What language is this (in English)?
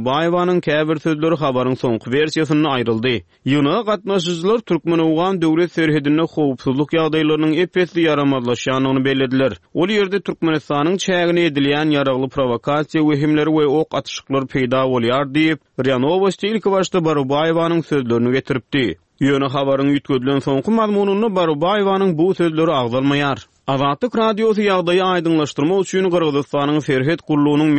Turkmen